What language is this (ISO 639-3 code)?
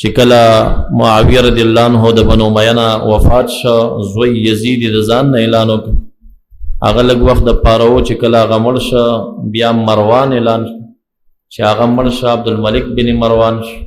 pus